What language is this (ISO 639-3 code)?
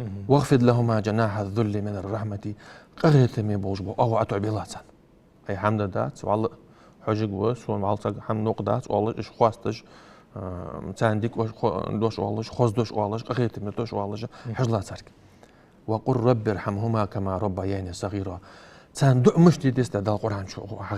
inh